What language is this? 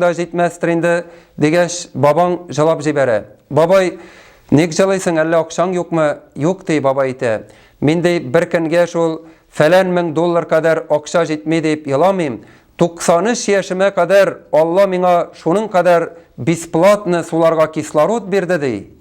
Tatar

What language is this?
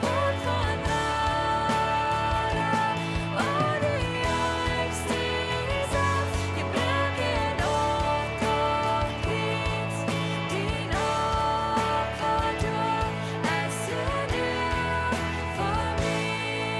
Plautdietsch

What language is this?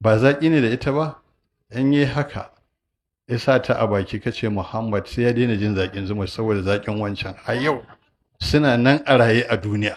Hausa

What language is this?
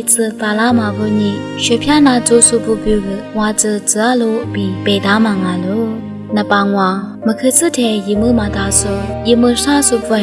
Lisu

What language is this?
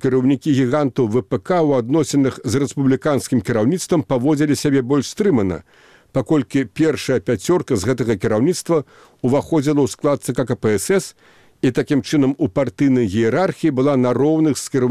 Belarusian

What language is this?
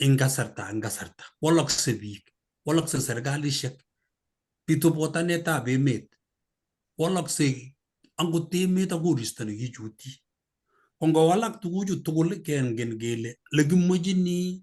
Kalenjin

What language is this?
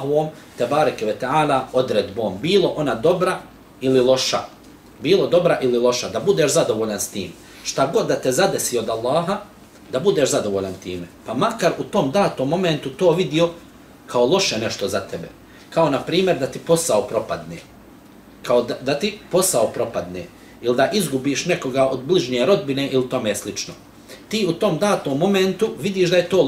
Bosnian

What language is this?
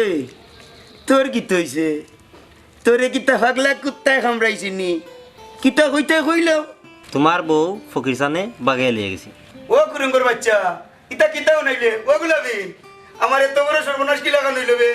Sylheti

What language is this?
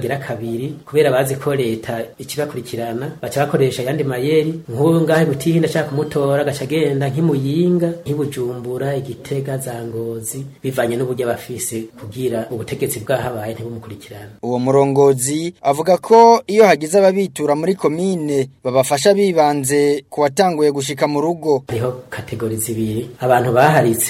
Rundi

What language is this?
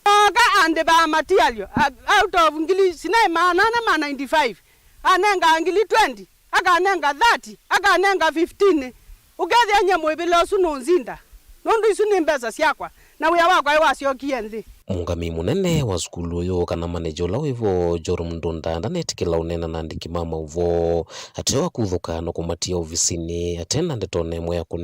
Kamba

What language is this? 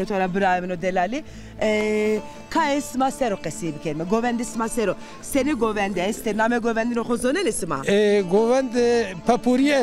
Zaza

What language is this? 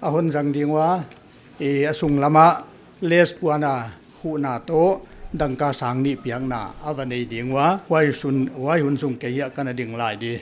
Paite Chin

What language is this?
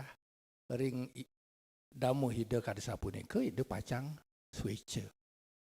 Balinese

